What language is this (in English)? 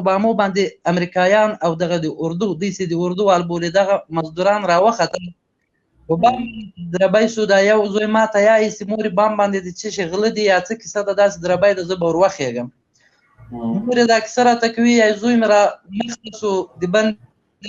Pashto